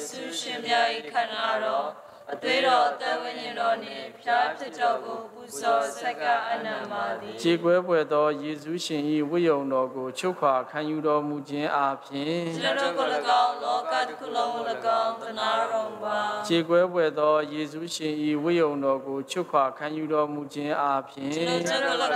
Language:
Burmese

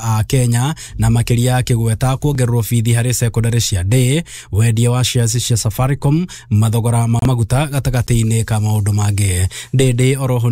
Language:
Kikuyu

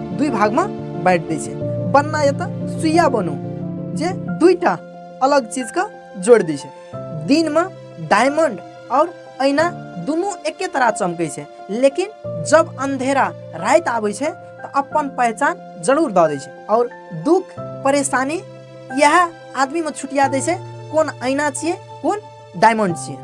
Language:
Maithili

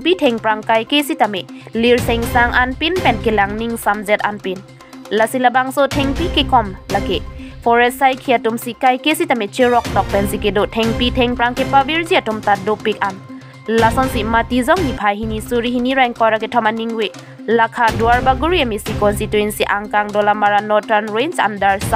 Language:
Karbi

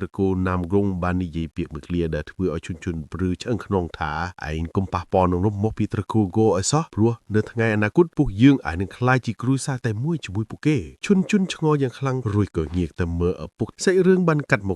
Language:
Khmer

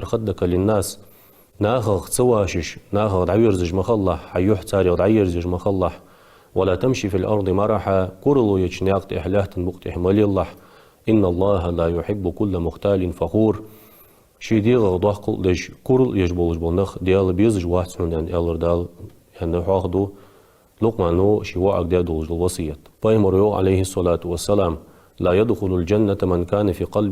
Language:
Ingush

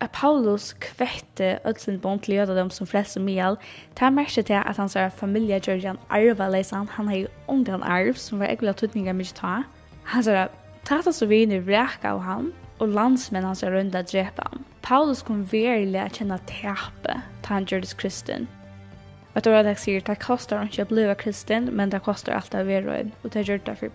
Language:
Faroese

